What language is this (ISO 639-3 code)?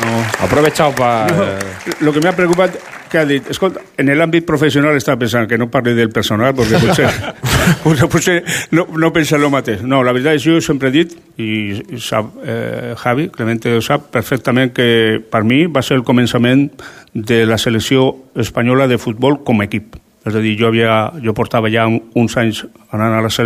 cat